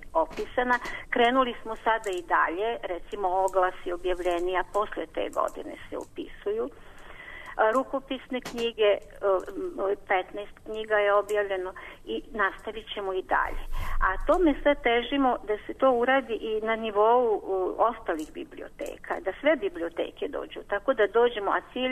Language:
Serbian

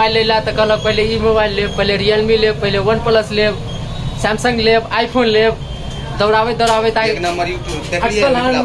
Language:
Maithili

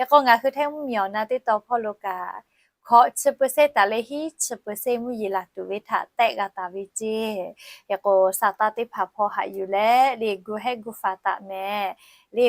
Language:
Lahu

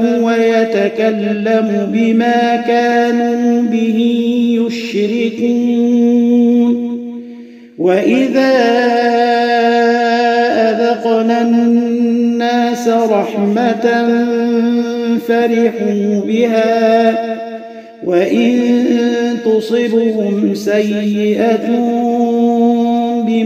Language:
Arabic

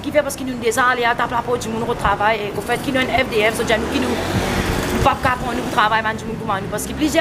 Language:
Morisyen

